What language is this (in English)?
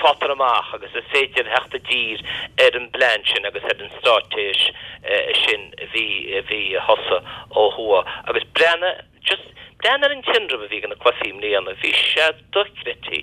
Irish